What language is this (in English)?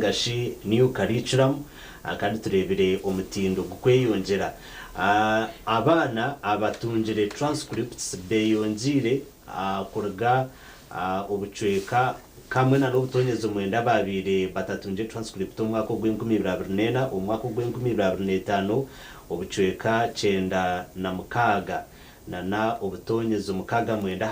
Nyankole